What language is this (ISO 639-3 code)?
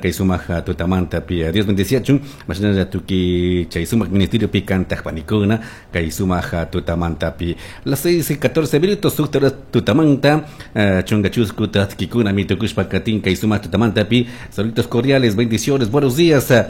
qug